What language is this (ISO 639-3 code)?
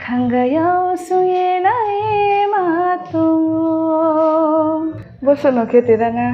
ria